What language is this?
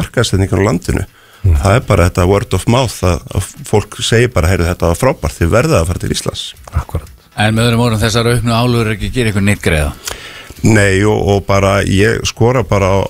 Icelandic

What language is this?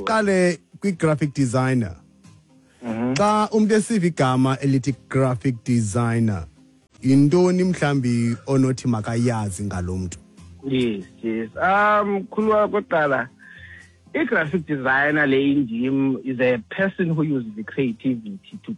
Xhosa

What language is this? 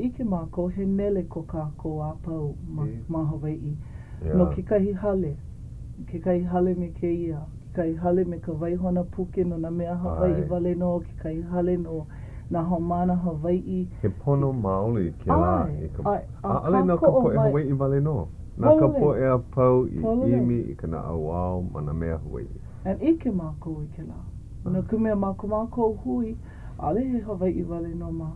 Hawaiian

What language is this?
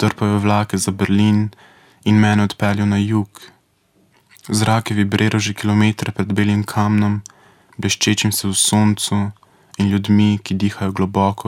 Slovenian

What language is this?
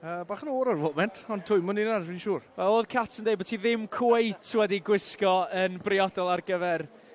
Welsh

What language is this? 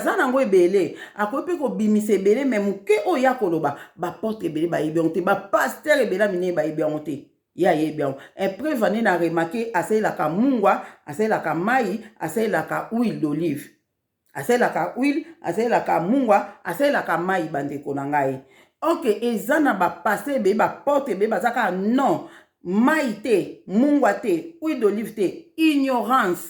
Lingala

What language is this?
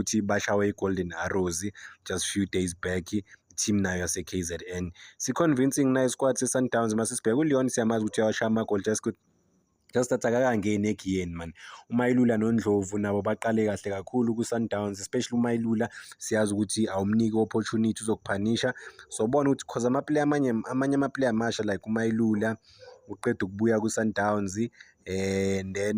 Zulu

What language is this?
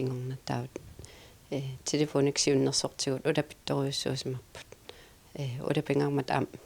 Kalaallisut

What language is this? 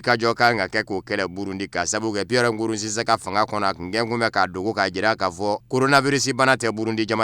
Bambara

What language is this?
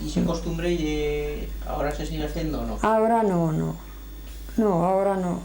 Aragonese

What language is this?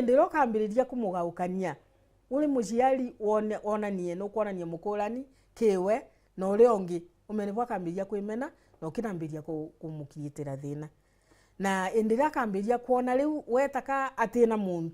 Meru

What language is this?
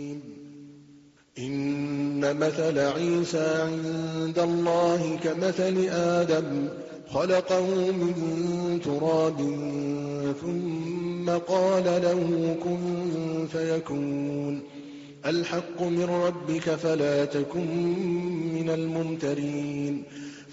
Arabic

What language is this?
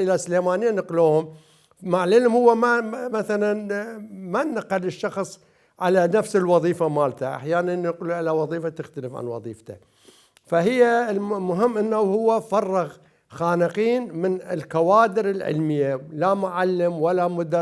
Mesopotamian Arabic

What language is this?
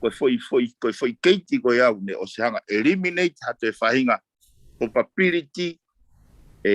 Tongan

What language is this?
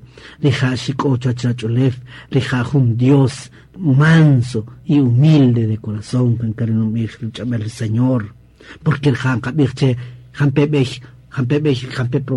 Kaqchikel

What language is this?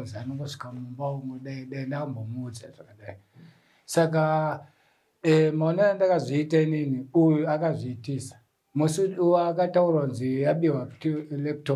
Shona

